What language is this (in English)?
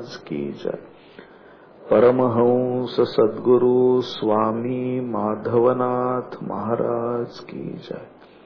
Marathi